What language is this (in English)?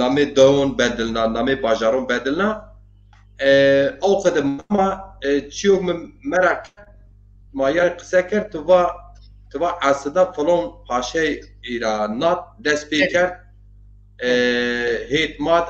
Zaza